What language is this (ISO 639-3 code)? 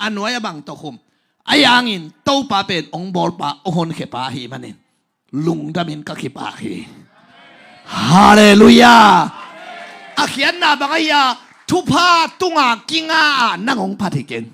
ctd